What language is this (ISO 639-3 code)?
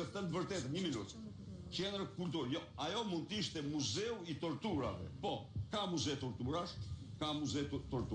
sqi